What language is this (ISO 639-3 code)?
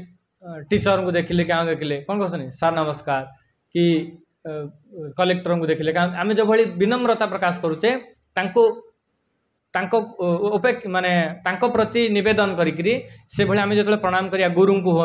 ori